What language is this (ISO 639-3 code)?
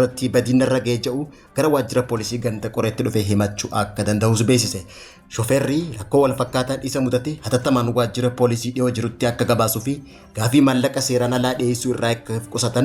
orm